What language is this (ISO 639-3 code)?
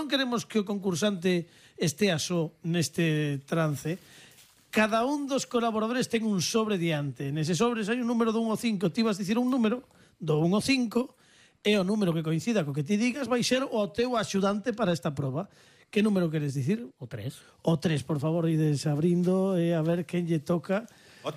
glg